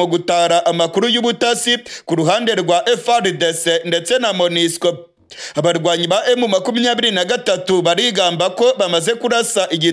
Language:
Kinyarwanda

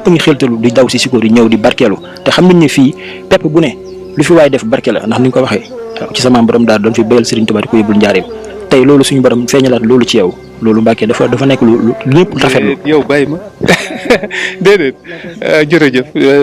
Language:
Wolof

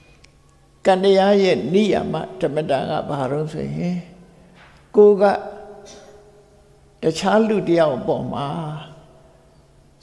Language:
Burmese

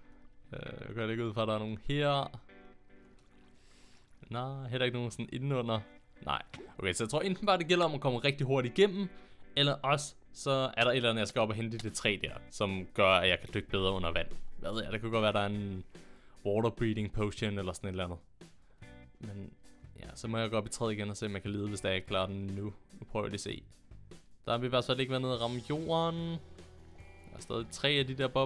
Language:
Danish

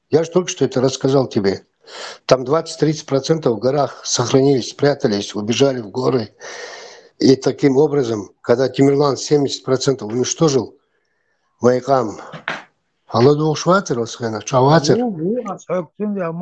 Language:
Chechen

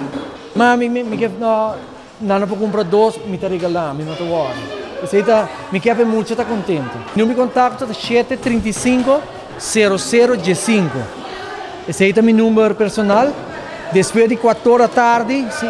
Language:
Papiamento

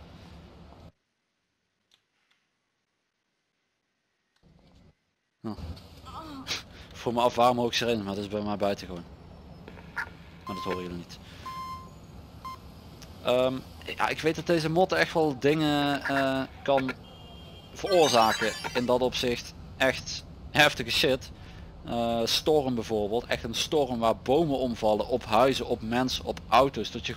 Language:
Dutch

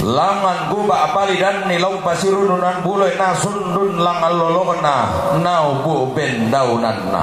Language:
Toraja-Sa'dan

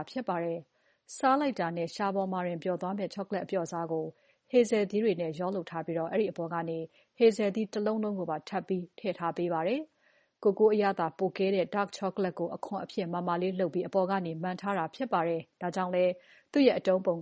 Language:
Burmese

